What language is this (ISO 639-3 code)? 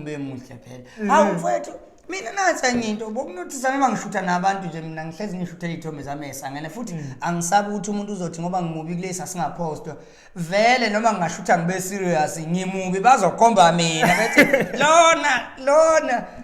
zul